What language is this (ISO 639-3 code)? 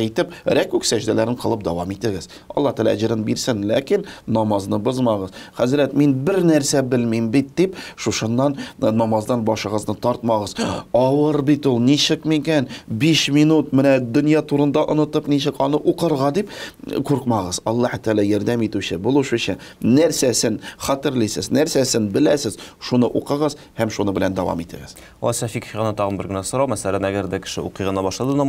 tat